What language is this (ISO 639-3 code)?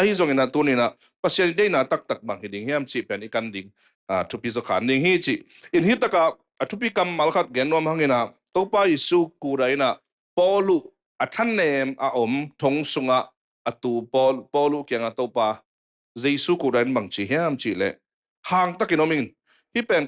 ctd